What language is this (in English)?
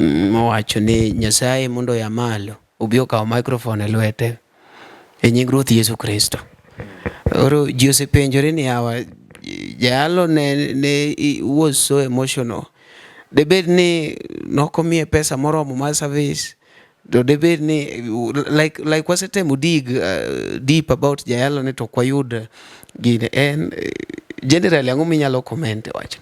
Luo (Kenya and Tanzania)